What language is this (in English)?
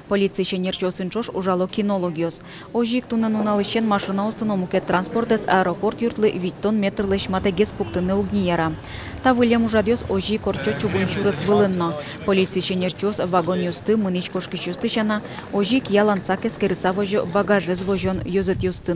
Udmurt